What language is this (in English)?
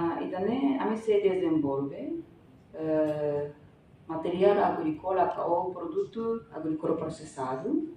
Tetum